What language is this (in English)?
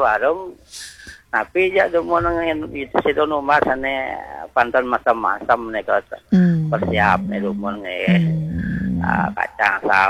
Balinese